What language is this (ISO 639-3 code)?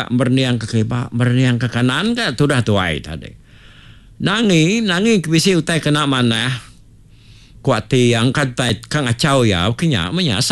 iba